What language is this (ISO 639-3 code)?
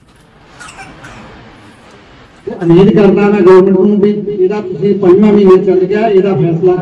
pan